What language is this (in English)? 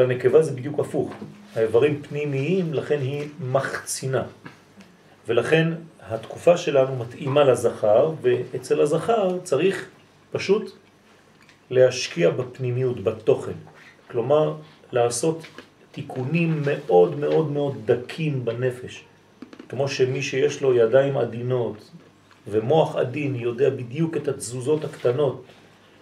Hebrew